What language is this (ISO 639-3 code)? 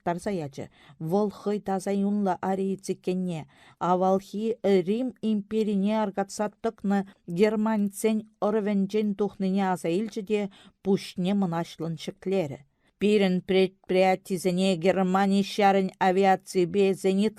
chv